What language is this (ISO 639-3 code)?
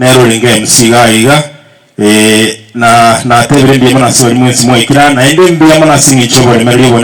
guz